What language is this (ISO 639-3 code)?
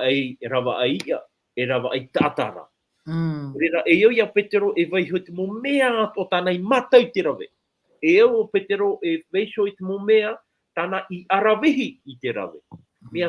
tah